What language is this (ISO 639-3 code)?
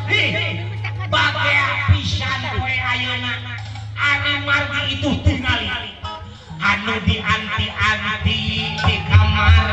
sun